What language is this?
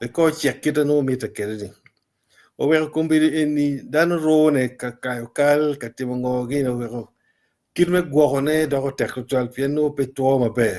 Acoli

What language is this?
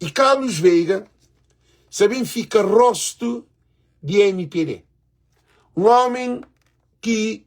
Kabuverdianu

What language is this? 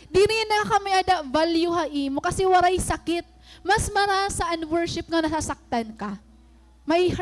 Waray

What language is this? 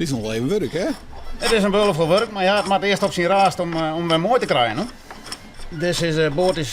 Western Frisian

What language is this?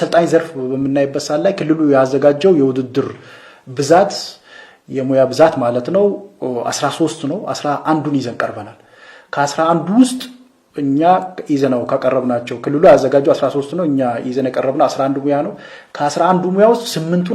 Amharic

